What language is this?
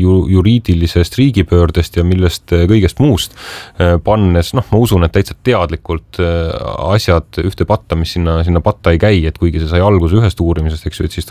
Estonian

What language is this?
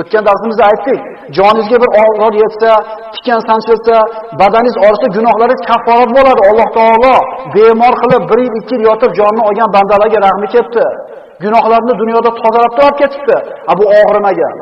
Uzbek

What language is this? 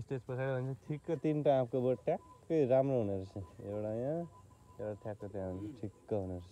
Nepali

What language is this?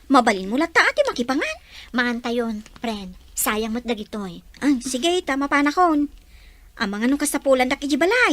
Iloko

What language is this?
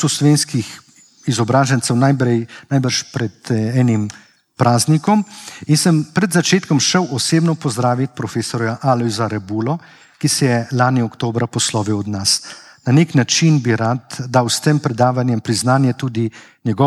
Slovenian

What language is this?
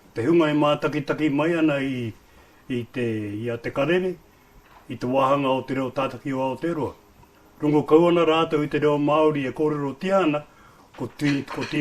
Māori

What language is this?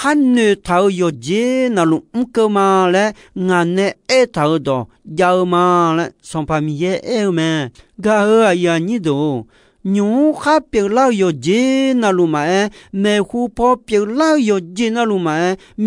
Akha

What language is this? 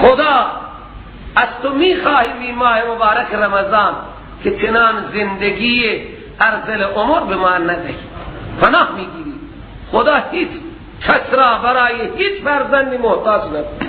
Persian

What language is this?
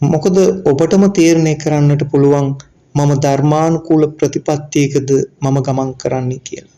Sinhala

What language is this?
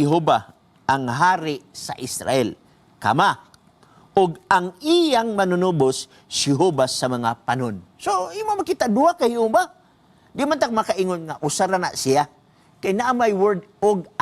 Cebuano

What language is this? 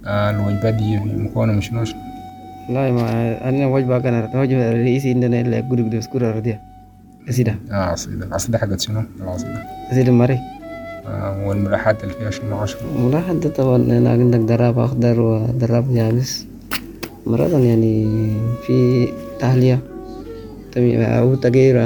Sudanese Arabic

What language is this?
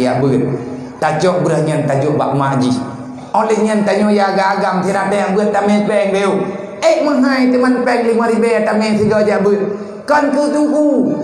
Achinese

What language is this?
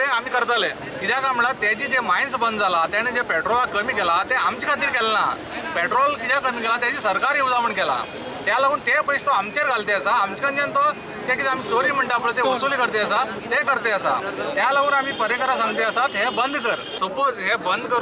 Konkani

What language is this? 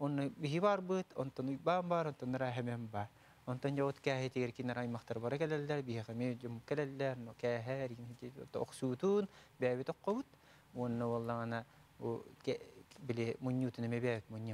Yakut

